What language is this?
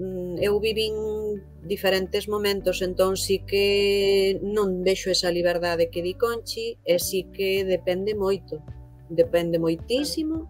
Galician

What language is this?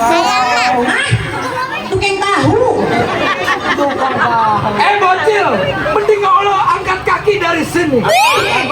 Betawi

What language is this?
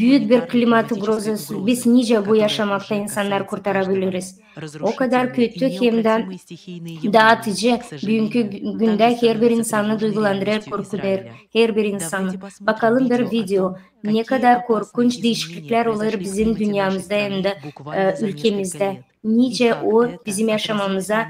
Gagauz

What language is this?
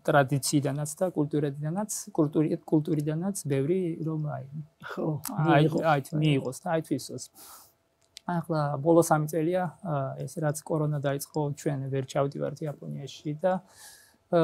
Georgian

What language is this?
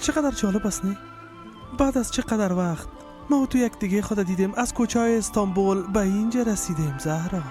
Persian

